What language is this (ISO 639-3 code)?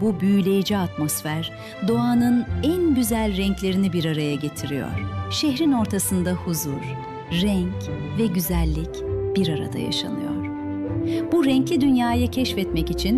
tur